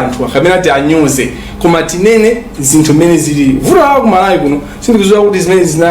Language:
Nyanja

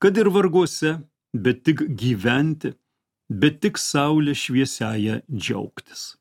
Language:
Lithuanian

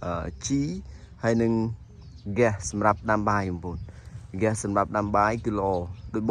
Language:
Khmer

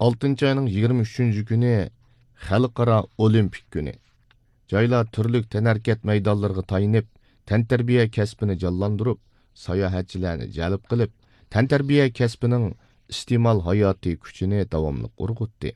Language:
Uyghur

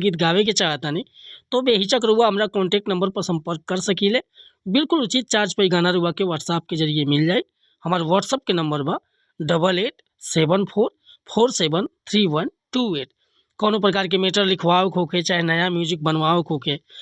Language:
Bhojpuri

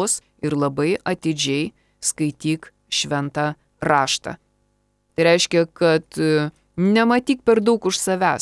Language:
Lithuanian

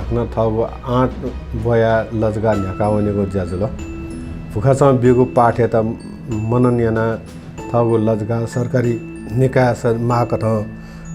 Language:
Newari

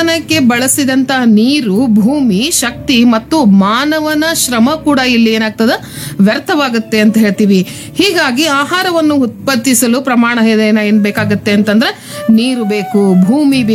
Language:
Kannada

